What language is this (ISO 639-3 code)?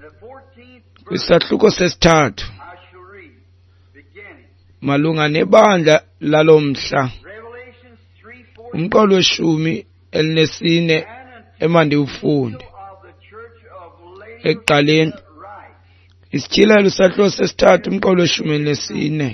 xho